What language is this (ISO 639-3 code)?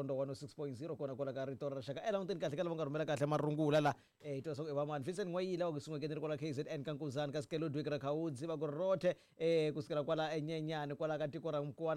tso